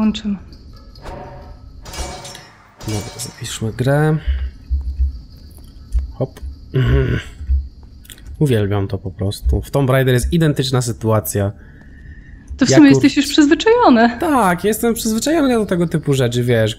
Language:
Polish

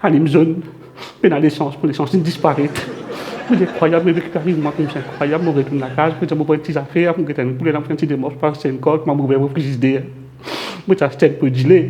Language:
Morisyen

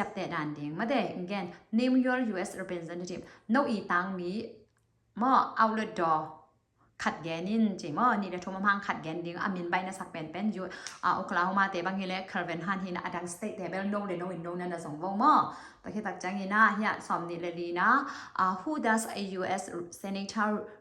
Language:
Tedim Chin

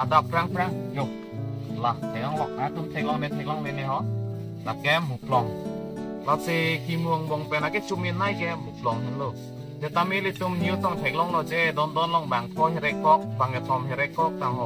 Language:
Karbi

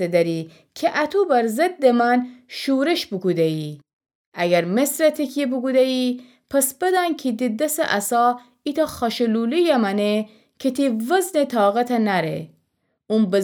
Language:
Gilaki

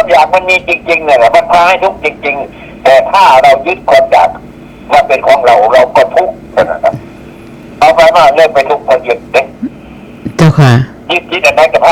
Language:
Northeastern Thai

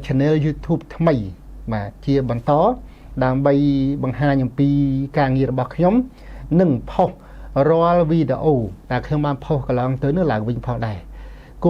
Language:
Khmer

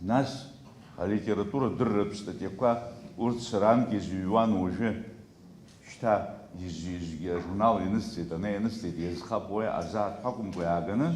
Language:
Abkhazian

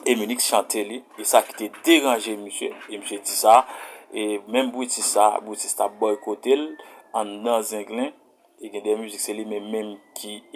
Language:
Haitian Creole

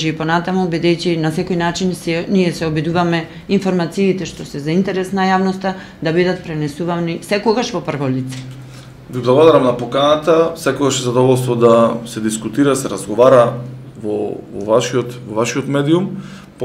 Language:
Macedonian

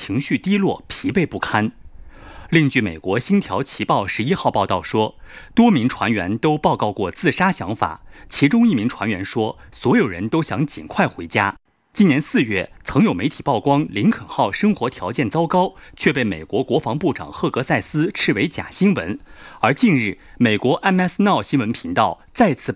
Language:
Chinese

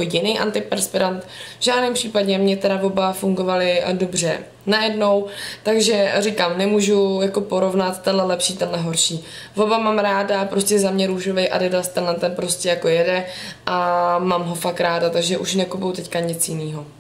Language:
Czech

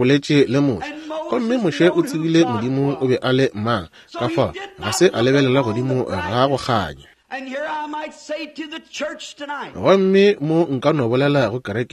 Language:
Northern Sotho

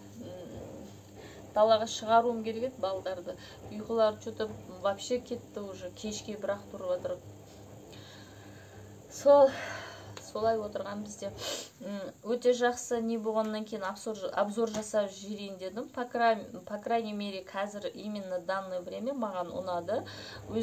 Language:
Kazakh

